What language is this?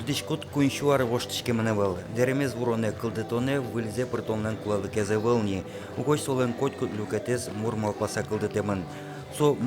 Udmurt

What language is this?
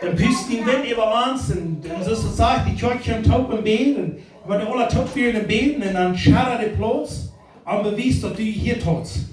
Plautdietsch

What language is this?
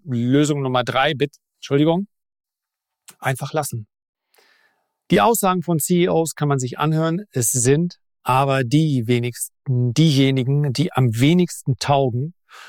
German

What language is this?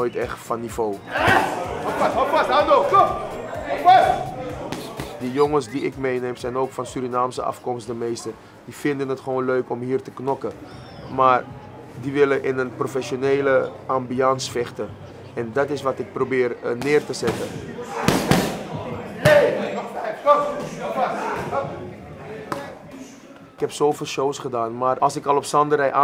Dutch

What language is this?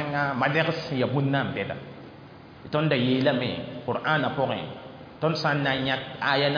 Mossi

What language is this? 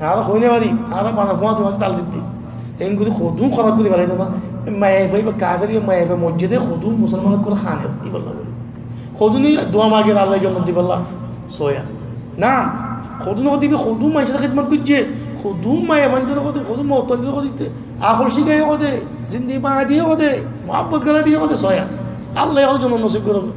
Rohingya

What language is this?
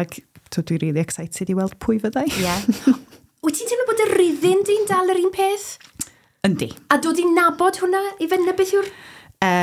Welsh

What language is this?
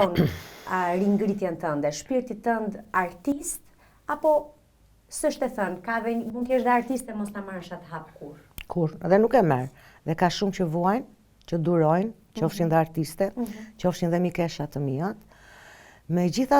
Albanian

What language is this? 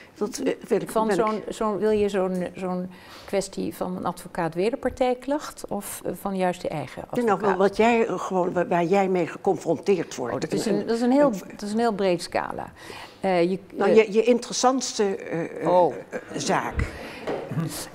Dutch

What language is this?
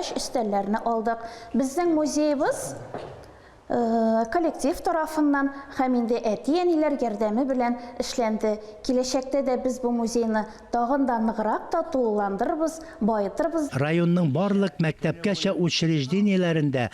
Tatar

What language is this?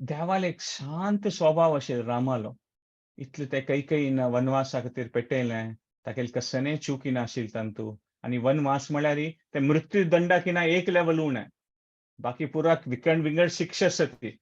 Konkani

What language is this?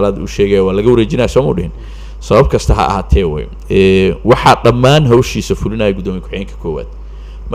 Somali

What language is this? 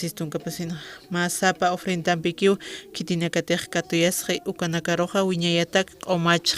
Aymara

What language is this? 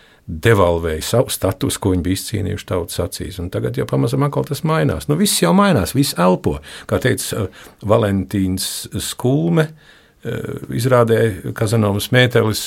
Latvian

